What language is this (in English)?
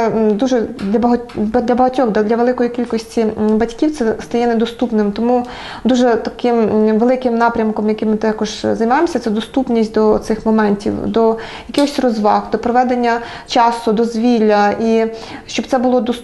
Ukrainian